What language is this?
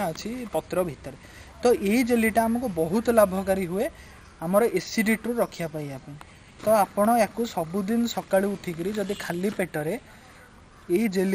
Odia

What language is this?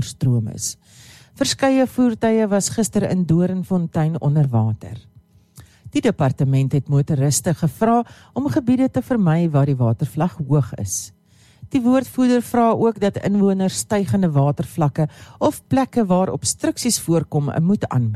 Afrikaans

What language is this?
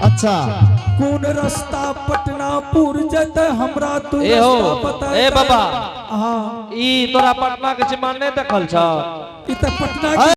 Angika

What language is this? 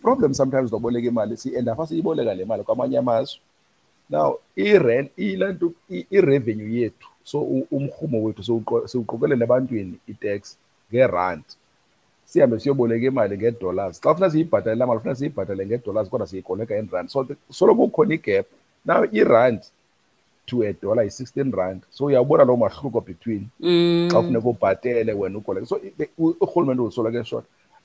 Xhosa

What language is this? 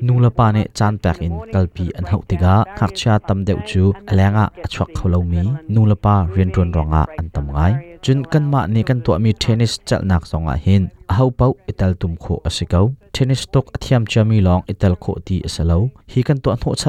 Hakha Chin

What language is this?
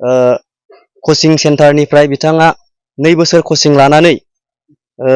Bodo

